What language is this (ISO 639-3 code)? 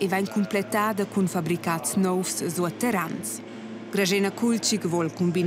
roh